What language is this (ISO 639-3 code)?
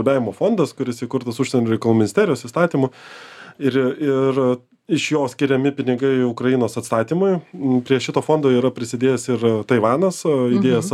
lit